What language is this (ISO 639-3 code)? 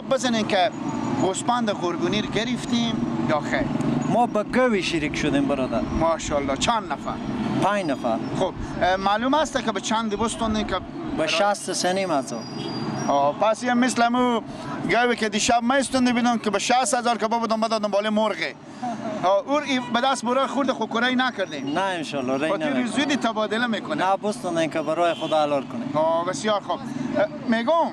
fas